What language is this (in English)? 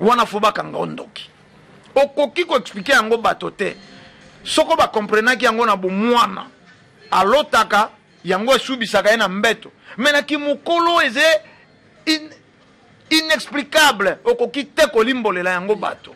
Lingala